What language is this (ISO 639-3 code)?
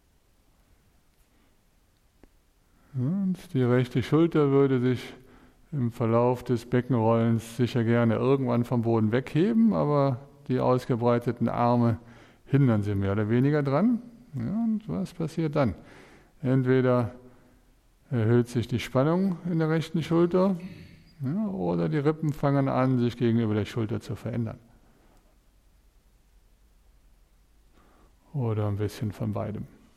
deu